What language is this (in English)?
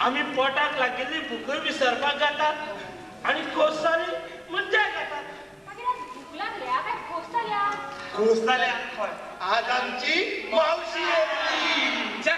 Konkani